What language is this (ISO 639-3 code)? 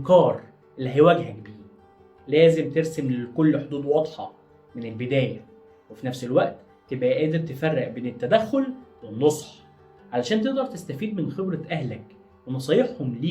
arz